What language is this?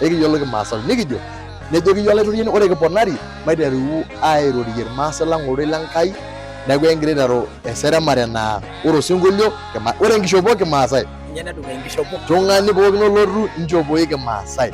Masai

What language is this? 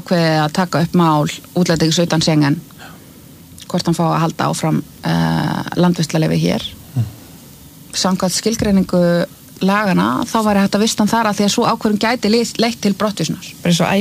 Icelandic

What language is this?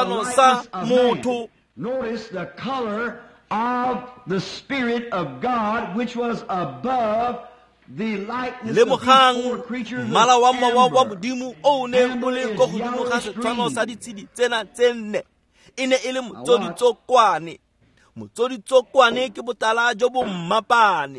Tswana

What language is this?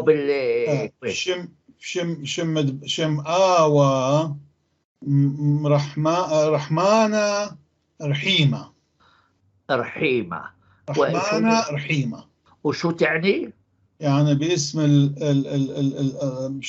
North Levantine Arabic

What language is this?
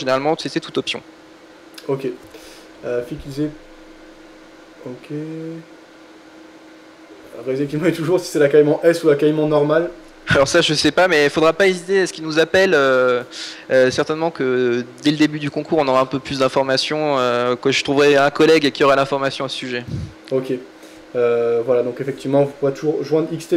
French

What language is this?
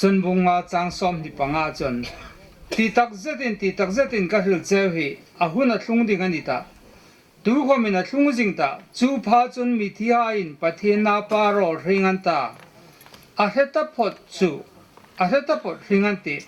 Hmar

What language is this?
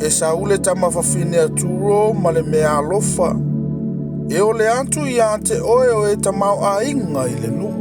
Samoan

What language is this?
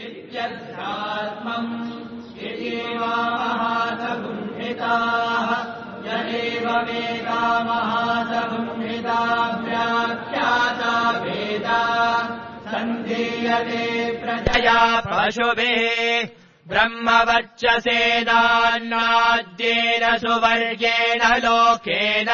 Sanskrit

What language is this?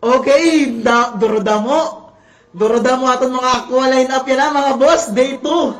Waray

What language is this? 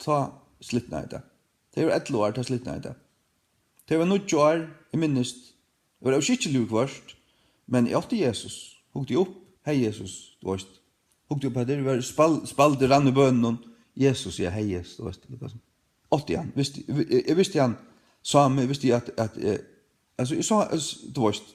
Faroese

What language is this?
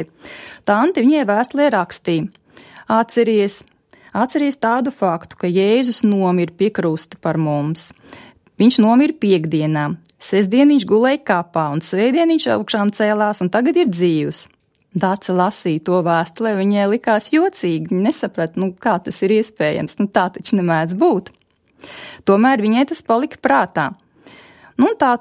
Latvian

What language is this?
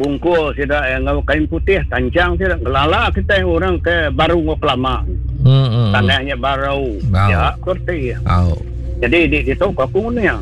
Iban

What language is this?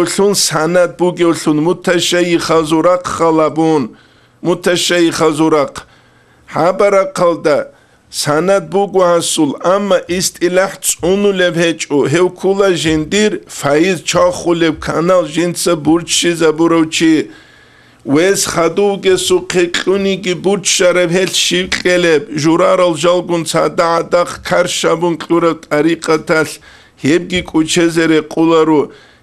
Avaric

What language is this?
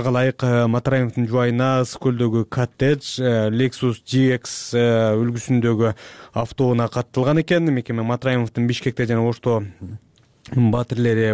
Kyrgyz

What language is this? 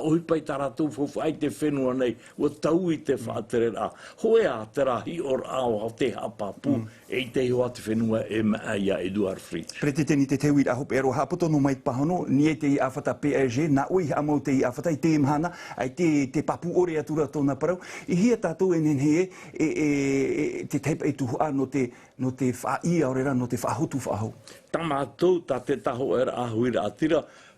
Tahitian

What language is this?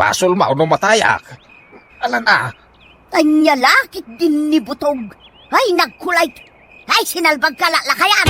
Iloko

